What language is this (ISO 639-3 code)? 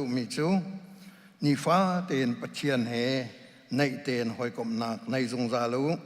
cnh